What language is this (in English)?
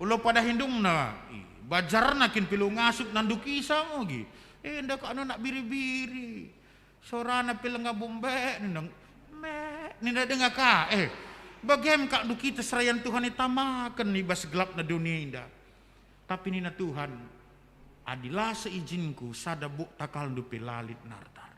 Batak Karo